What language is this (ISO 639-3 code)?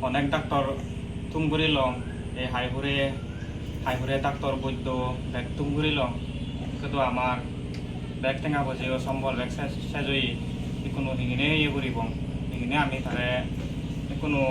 ccp